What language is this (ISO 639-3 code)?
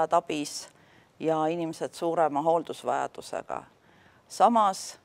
est